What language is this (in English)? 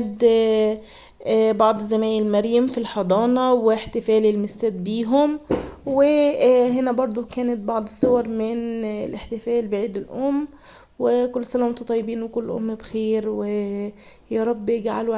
Egyptian Arabic